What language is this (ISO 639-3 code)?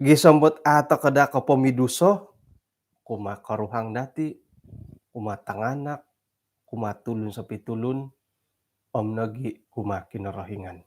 dtp